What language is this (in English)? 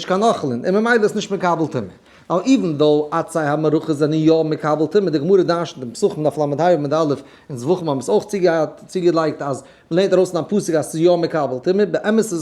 Yiddish